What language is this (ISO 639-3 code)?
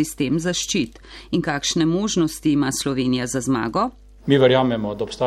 slv